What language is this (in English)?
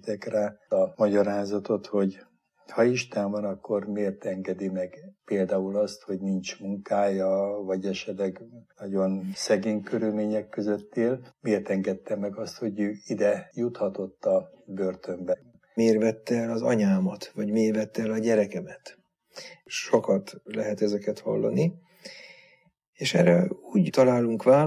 Hungarian